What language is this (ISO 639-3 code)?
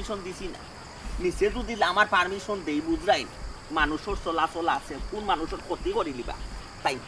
syl